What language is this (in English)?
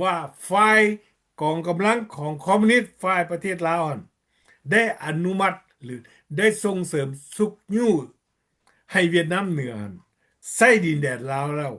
Lao